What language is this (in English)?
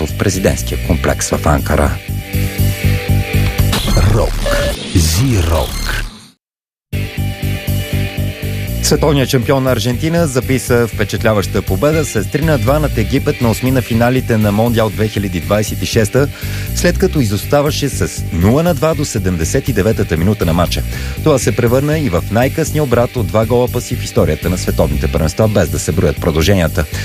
Bulgarian